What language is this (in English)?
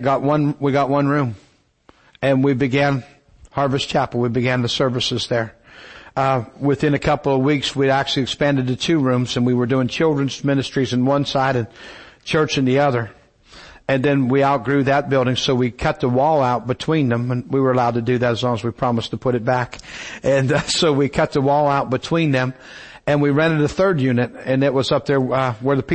English